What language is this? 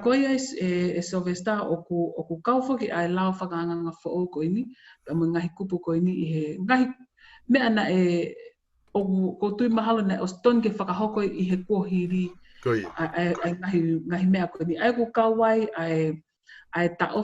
Tongan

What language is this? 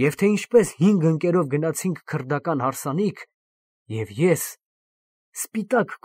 Armenian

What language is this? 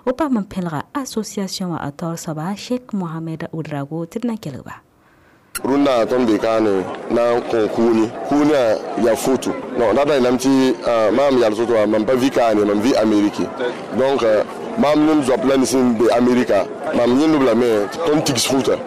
Mossi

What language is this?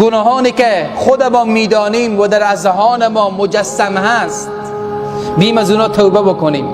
Persian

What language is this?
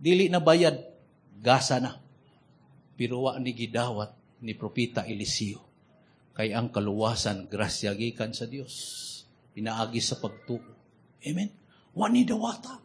Cebuano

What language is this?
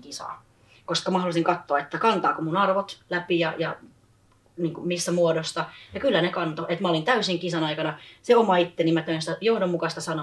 Finnish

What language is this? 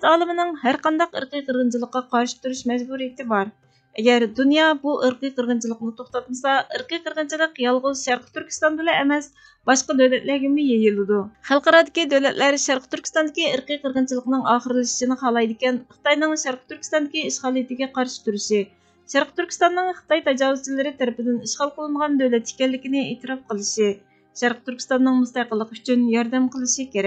Uyghur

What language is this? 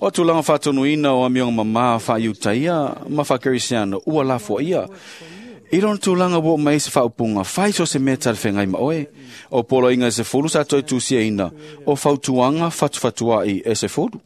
Samoan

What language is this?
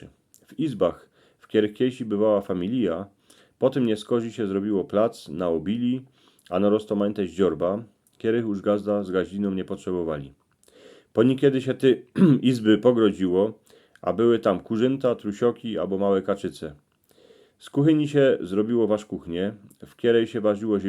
Silesian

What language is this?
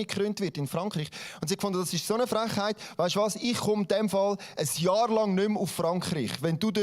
Swiss German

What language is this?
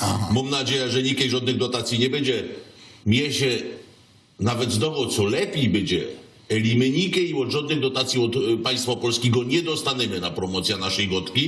Silesian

